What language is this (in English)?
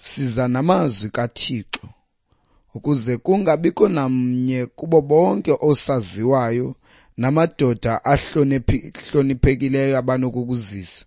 Xhosa